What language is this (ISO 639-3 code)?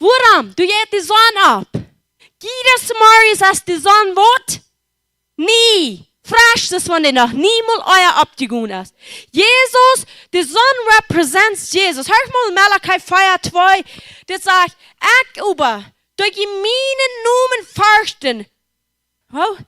pdt